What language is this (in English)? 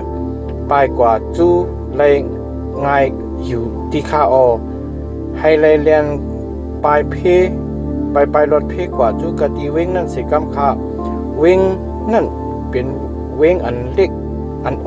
Shan